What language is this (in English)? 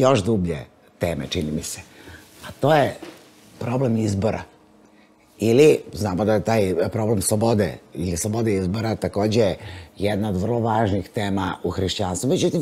Serbian